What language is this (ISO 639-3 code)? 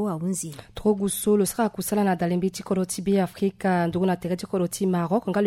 sag